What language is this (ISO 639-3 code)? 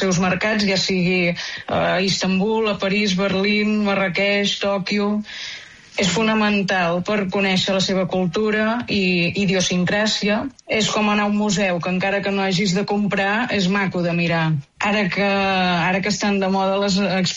cat